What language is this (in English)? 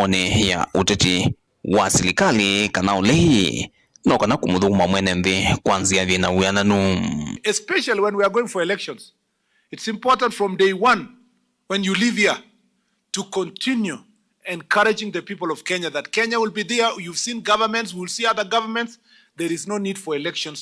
Kamba